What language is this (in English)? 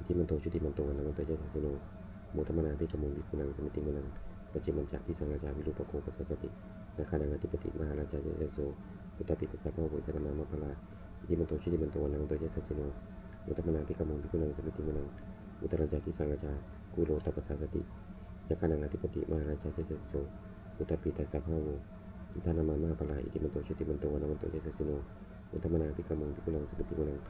Pali